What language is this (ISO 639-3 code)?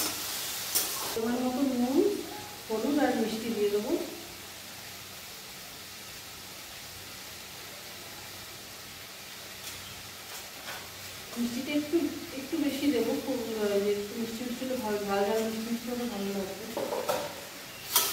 ben